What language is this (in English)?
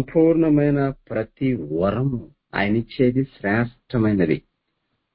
Telugu